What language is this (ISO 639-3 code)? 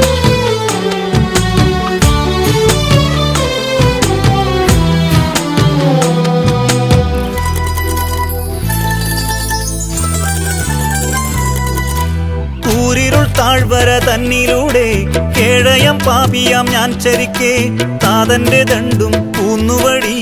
mal